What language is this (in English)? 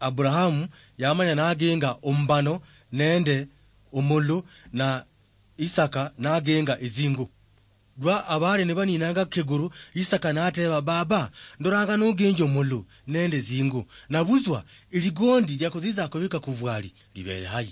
Luyia